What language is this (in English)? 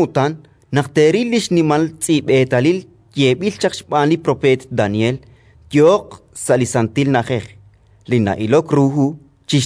Kekchí